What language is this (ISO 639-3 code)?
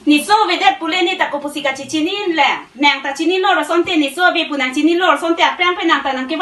mjw